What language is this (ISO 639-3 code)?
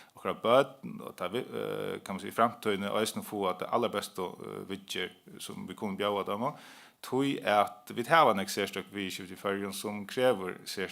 fao